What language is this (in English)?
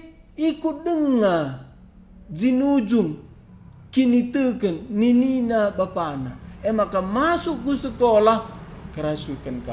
Batak Karo